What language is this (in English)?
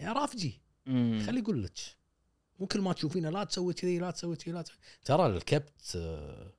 Gulf Arabic